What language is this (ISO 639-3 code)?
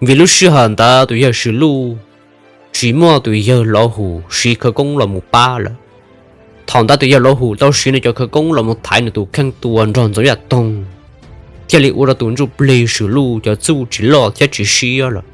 hmn